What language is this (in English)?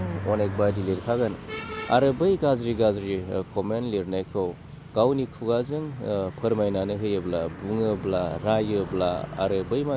Bodo